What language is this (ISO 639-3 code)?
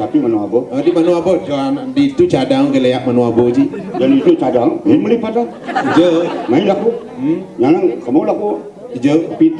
ban